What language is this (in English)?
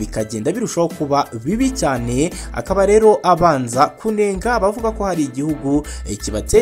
Kinyarwanda